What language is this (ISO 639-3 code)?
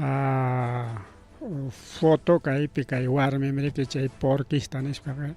quy